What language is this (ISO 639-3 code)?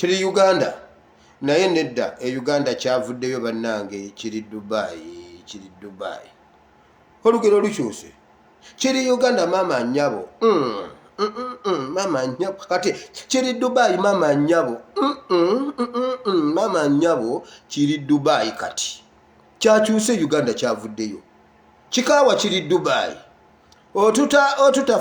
lug